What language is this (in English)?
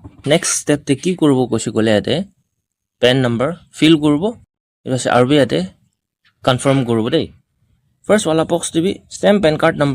Naga Pidgin